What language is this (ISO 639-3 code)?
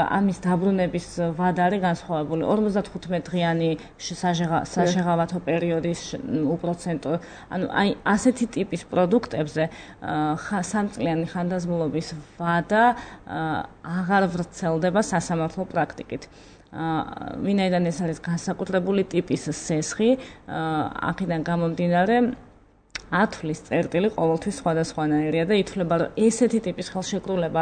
kat